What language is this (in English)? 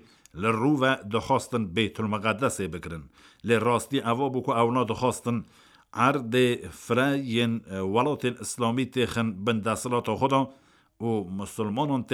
Kurdish